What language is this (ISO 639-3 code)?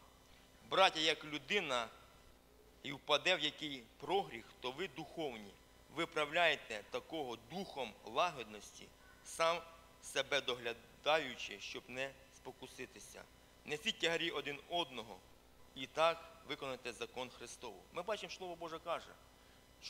ukr